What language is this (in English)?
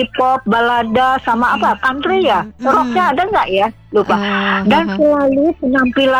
Indonesian